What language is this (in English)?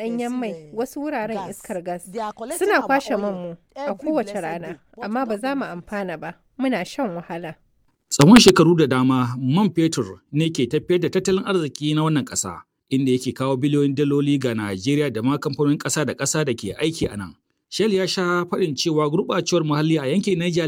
Hausa